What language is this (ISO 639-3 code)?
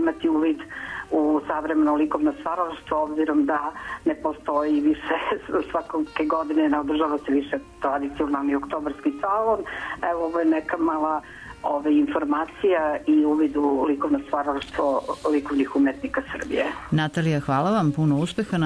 srp